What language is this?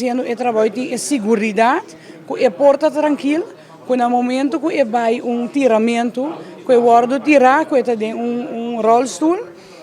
Papiamento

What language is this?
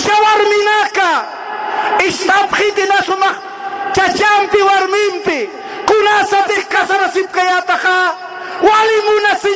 Aymara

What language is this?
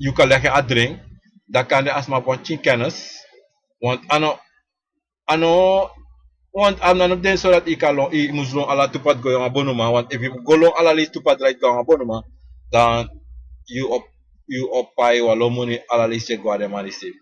Sranan Tongo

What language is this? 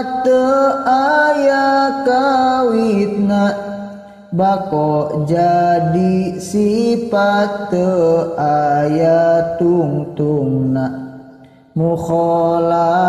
Sundanese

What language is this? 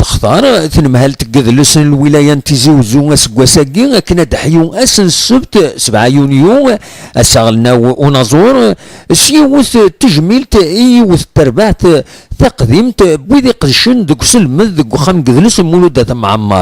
Kabyle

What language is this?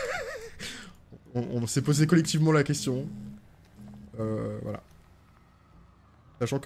French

